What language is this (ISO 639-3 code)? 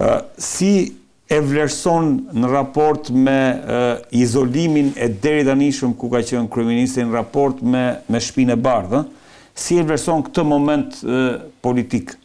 sqi